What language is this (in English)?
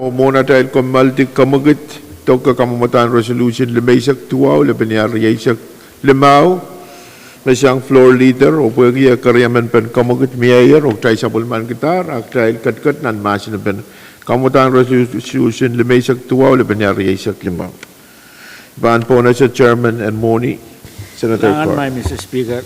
Pohnpeian